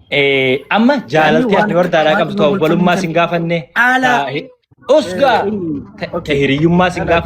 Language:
Oromo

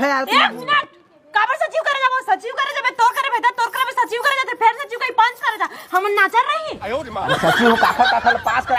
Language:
Chhattisgarhi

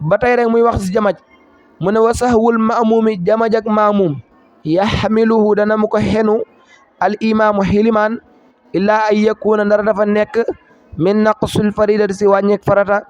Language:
Wolof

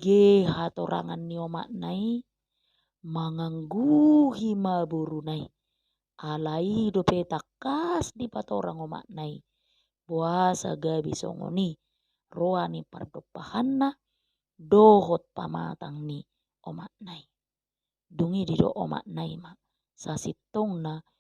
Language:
Batak Toba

